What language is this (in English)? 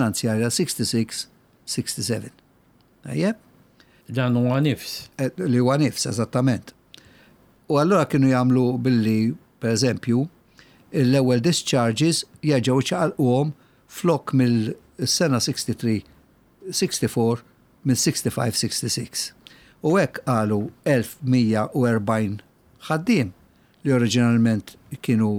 Maltese